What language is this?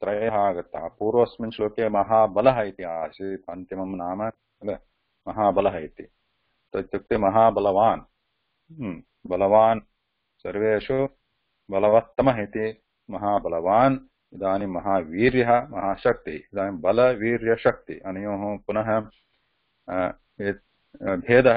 Sanskrit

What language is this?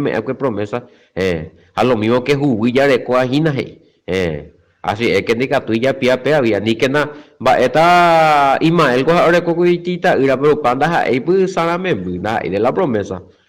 Guarani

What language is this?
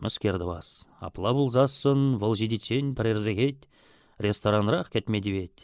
Chuvash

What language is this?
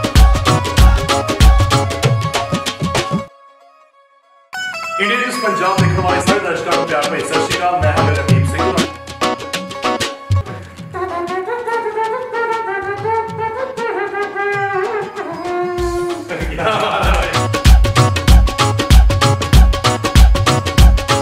Punjabi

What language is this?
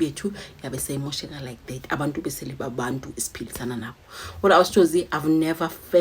Zulu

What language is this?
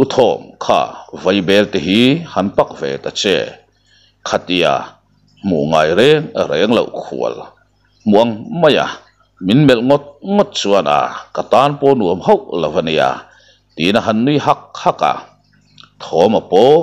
Mizo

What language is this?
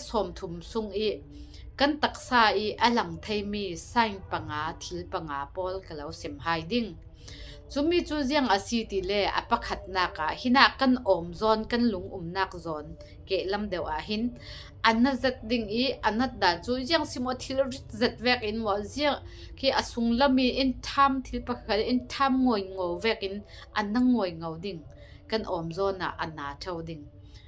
Falam Chin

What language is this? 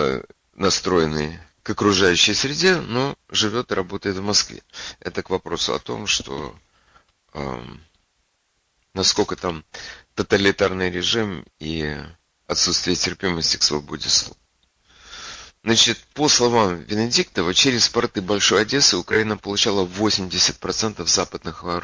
Russian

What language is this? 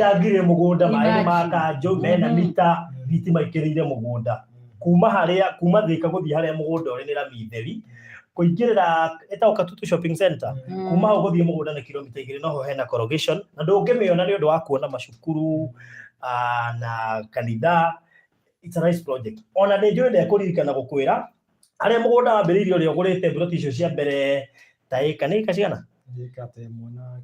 Kikuyu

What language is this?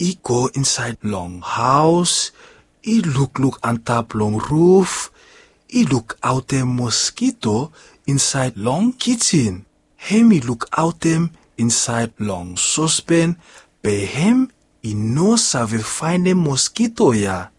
Bislama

